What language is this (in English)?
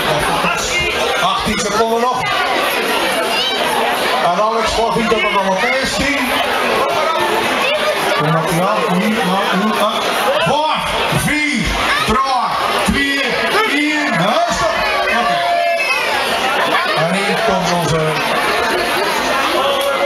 Dutch